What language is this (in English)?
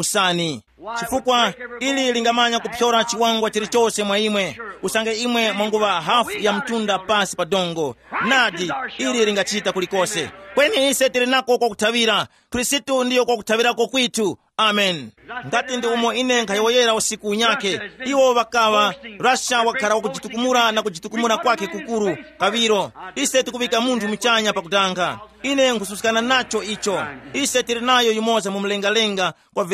Tumbuka